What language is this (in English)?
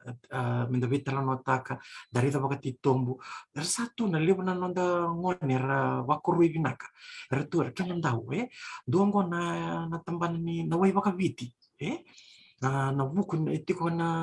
Fijian